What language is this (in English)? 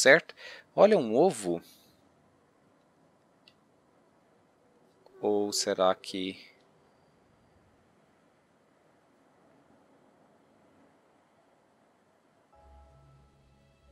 Portuguese